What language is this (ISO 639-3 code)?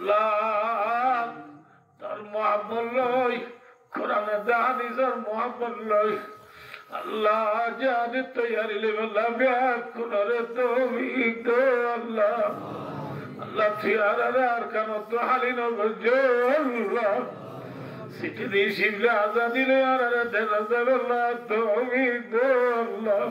rhg